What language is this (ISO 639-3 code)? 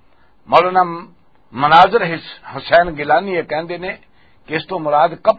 lah